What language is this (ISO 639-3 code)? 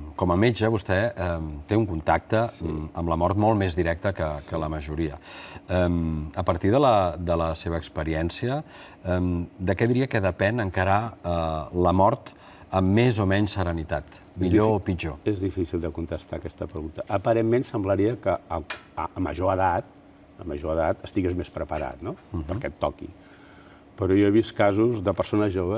cat